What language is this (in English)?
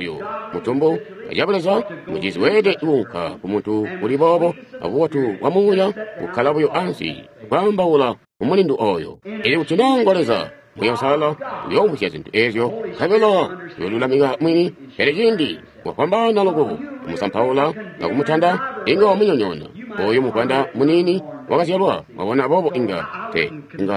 Tonga (Zambia)